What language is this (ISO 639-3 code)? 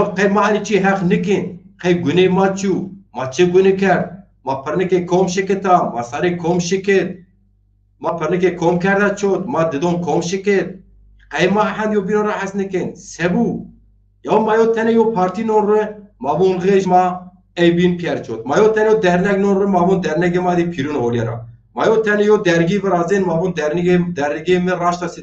zza